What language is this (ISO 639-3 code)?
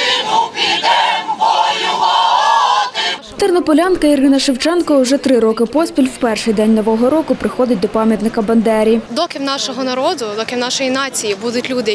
ukr